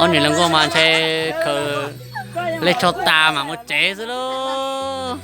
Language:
Hmong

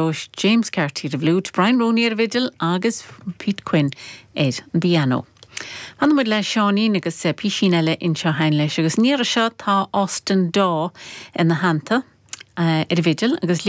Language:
Irish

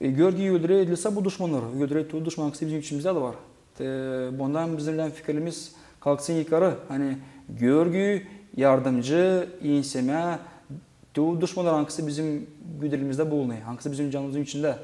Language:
Gagauz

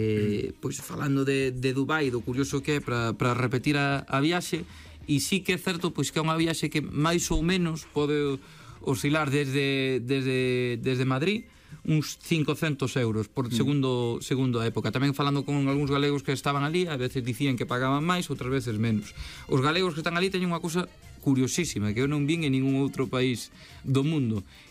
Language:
Galician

